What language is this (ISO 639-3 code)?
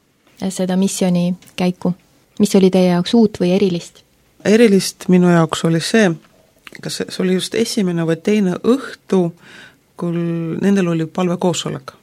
est